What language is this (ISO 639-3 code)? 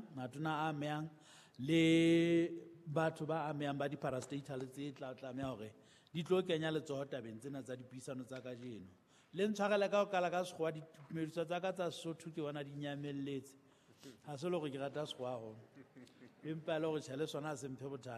sot